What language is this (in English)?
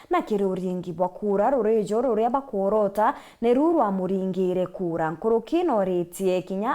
Meru